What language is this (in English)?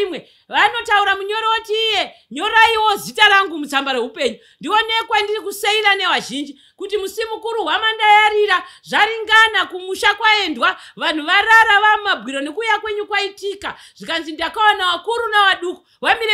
Shona